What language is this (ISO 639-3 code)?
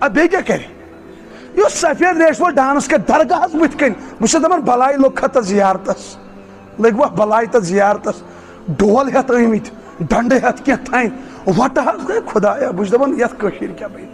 kas